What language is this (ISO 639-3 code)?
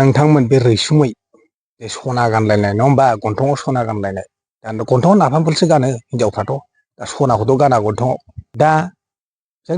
brx